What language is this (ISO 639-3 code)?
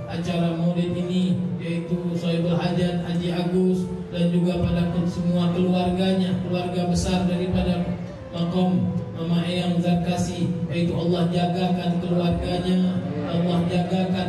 ind